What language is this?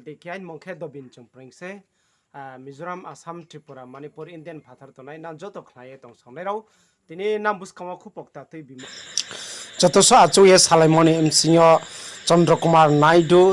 Riang (India)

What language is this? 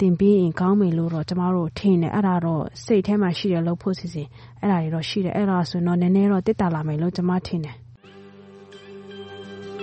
Burmese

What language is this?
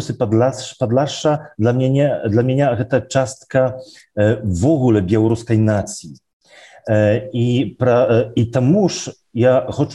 Belarusian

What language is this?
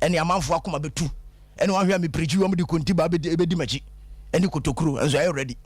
Akan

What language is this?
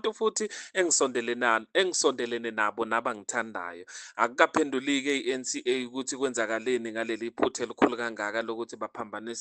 Zulu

